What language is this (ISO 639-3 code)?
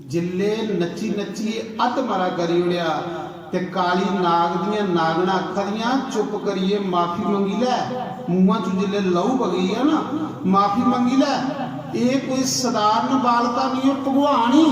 doi